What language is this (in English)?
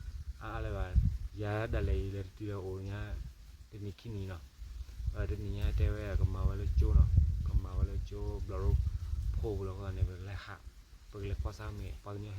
S'gaw Karen